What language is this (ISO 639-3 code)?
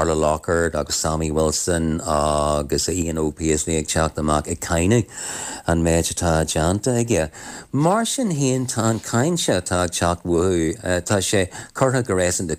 gle